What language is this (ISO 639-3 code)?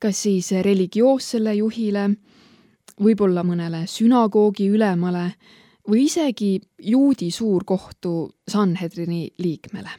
est